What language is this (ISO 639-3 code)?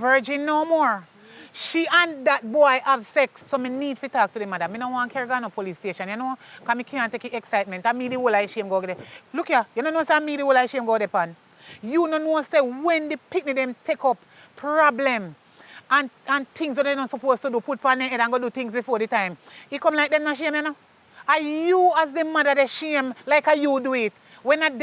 jam